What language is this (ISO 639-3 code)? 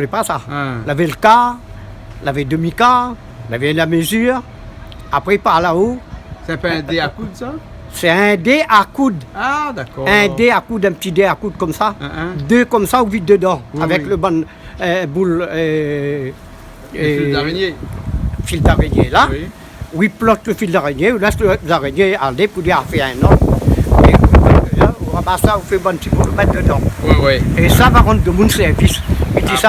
rcf